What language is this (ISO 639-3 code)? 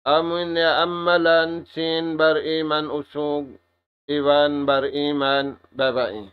tsg